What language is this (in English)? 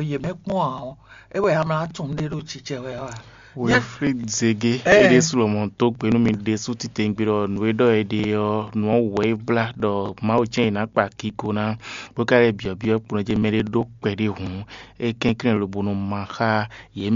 Fon